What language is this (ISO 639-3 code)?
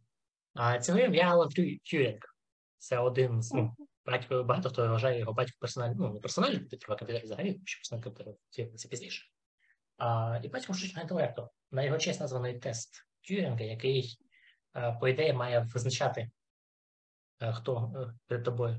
ukr